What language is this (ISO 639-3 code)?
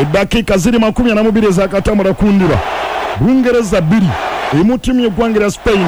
lug